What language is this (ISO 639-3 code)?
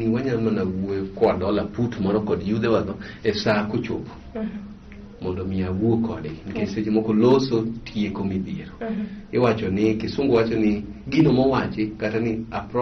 luo